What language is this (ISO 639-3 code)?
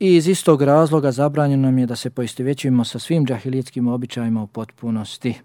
bos